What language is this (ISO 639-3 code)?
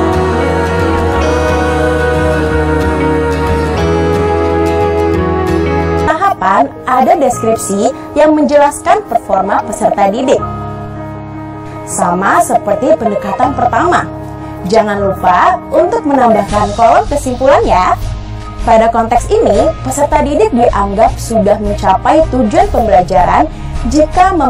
ind